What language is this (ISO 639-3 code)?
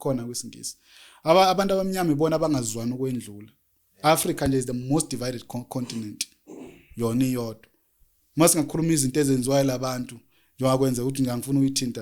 zul